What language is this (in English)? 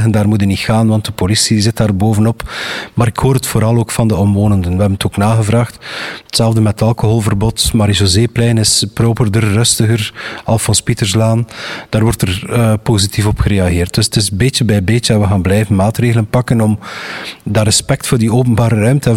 Dutch